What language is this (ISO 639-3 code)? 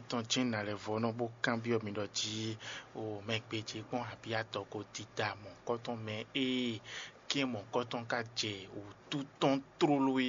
fon